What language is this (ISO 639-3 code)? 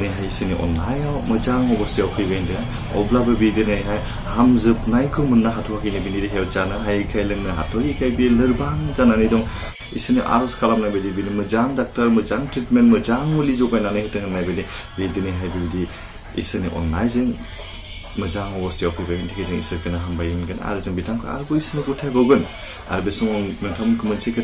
brx